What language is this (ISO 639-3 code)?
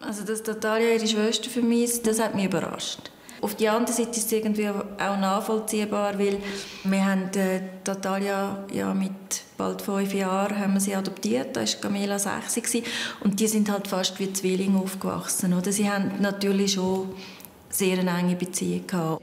gsw